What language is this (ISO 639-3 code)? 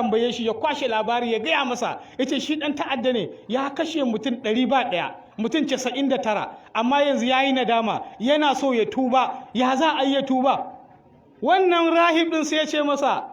hau